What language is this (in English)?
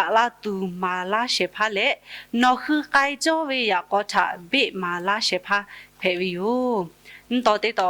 Lahu